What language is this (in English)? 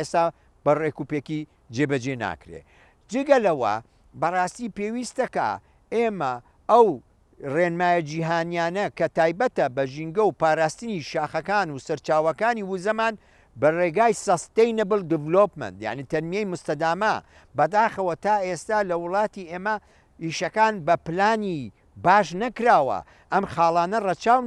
Central Kurdish